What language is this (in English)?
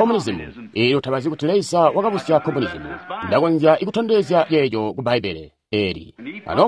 Tonga (Zambia)